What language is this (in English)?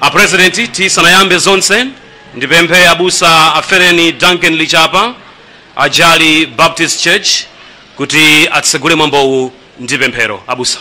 Nyanja